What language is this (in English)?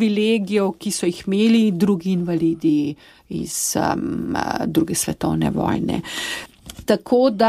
Slovenian